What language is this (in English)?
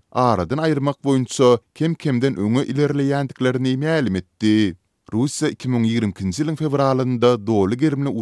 Turkmen